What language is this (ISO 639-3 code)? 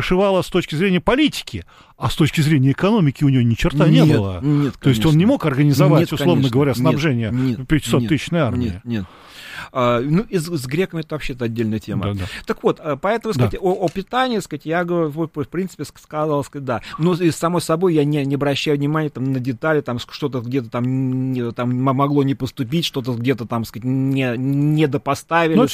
rus